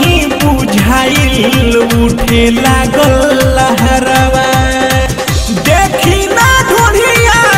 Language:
Bhojpuri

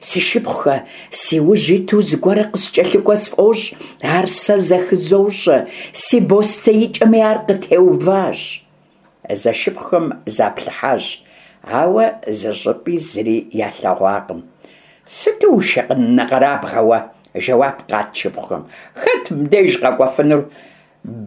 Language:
Kabardian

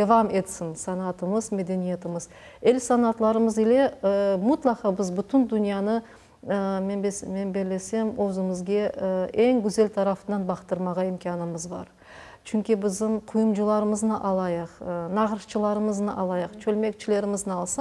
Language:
Crimean Tatar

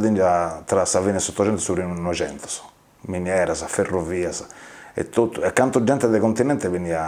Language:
Sardinian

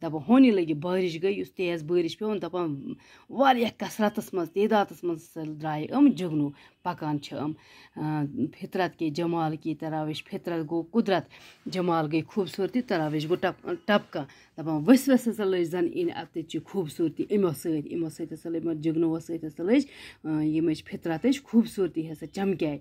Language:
Kashmiri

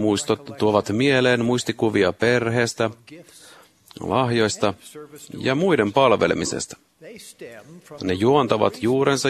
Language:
Finnish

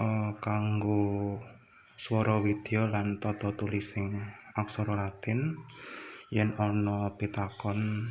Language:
Javanese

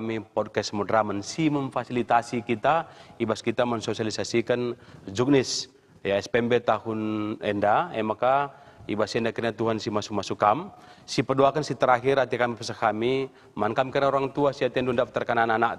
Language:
Batak Karo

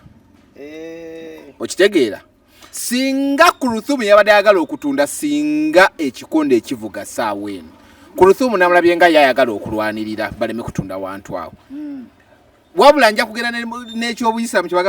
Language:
Ganda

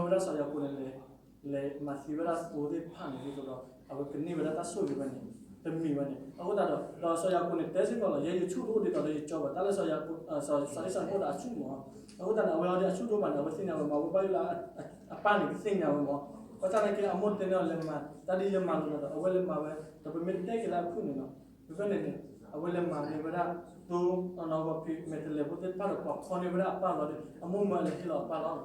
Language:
S'gaw Karen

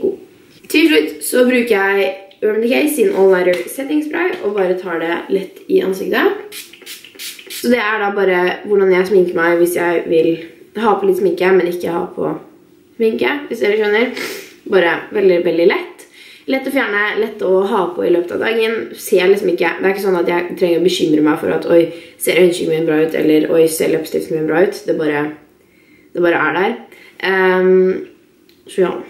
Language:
Norwegian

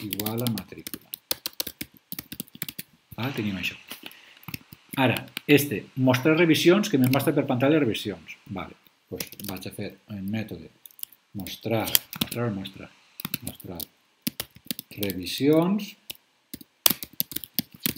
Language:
Catalan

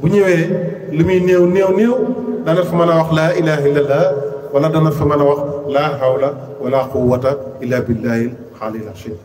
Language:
Wolof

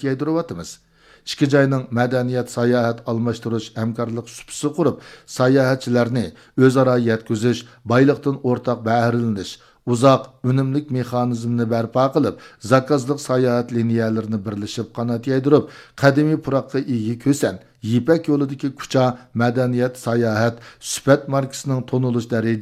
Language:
Uyghur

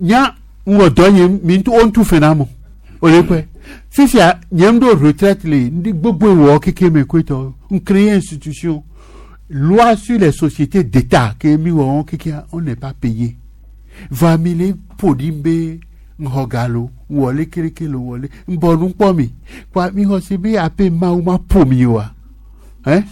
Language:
Gen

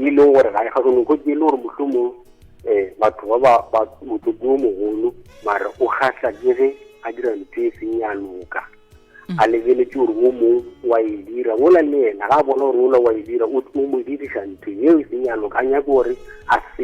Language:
Northern Sotho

